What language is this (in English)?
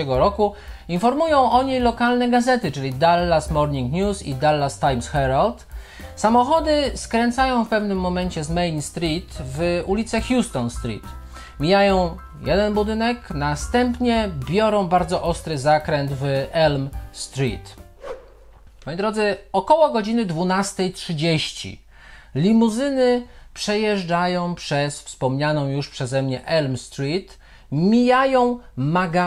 Polish